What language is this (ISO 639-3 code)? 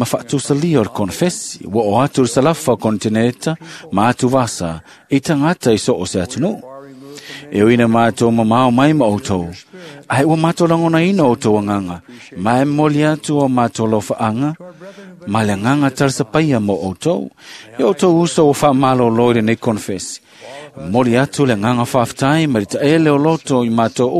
smo